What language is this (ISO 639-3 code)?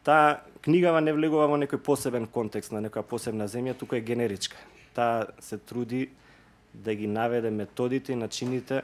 mkd